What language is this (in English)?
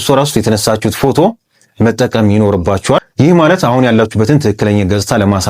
Amharic